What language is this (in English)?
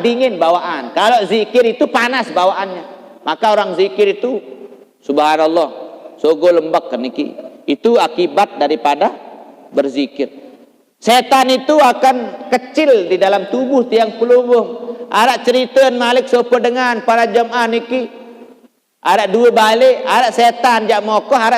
Sasak